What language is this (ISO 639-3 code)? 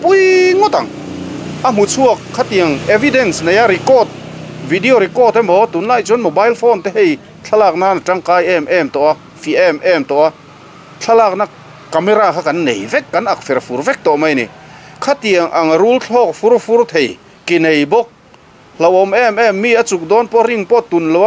lus